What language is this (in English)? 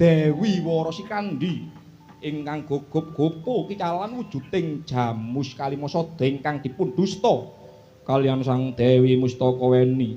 Javanese